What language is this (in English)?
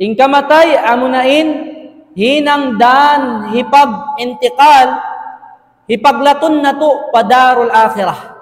Tausug